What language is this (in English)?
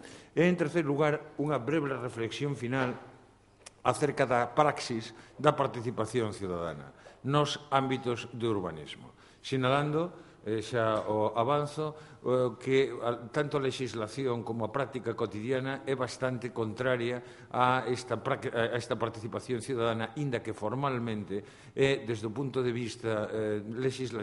Galician